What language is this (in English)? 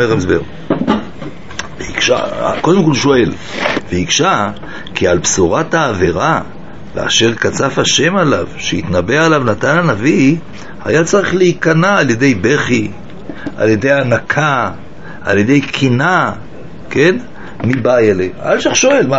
Hebrew